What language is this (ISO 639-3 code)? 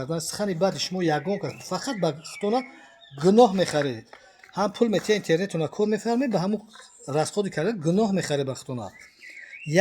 tgk